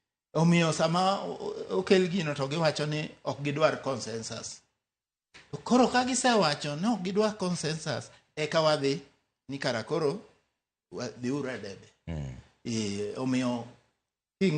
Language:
Luo (Kenya and Tanzania)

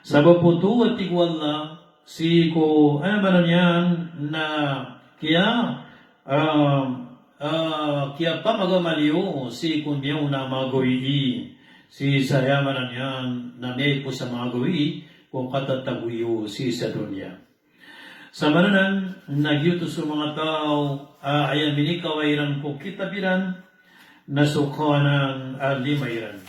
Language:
Maranao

